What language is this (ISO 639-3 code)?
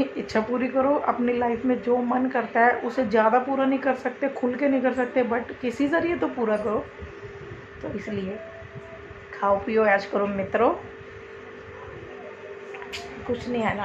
hin